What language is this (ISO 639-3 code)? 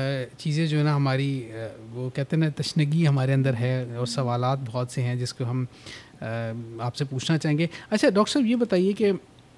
urd